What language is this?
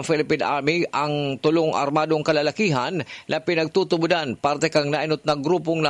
Bikol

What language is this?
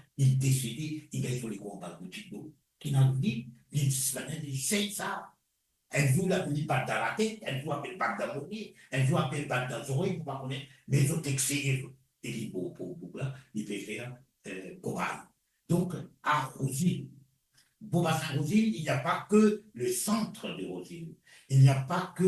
Morisyen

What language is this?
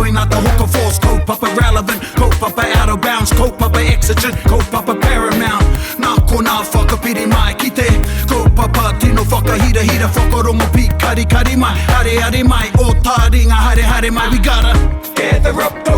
Māori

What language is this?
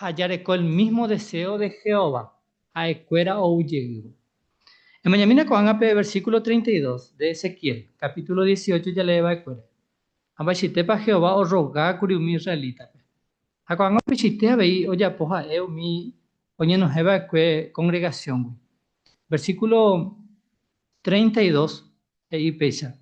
Guarani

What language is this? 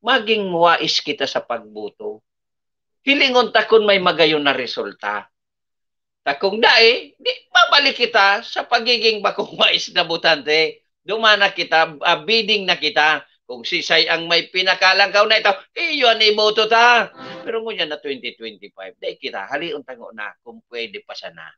Bikol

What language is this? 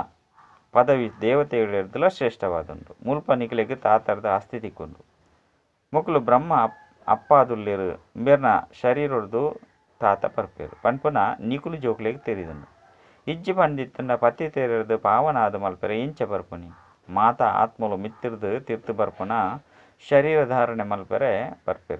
Tulu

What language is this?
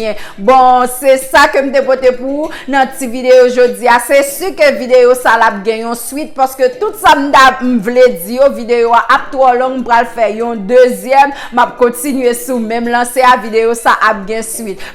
Haitian Creole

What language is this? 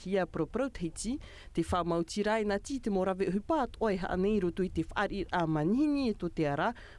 Tahitian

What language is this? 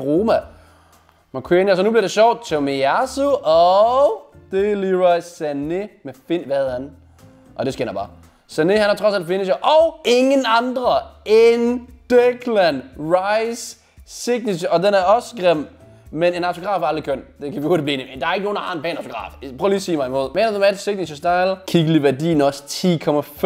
Danish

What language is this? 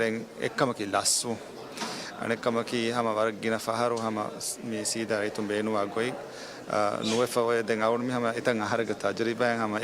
Divehi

